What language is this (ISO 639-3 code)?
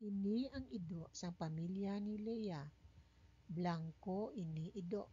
hil